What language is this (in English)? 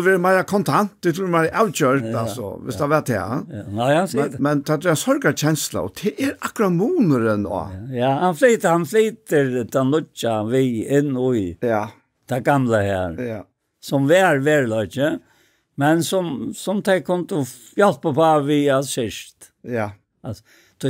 Faroese